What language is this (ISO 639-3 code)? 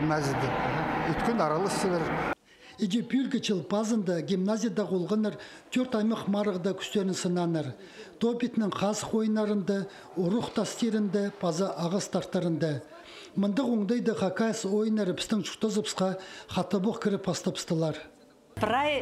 kjh